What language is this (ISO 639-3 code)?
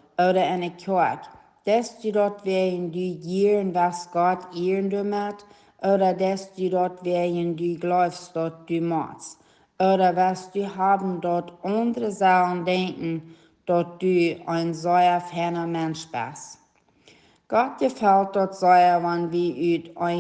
pdt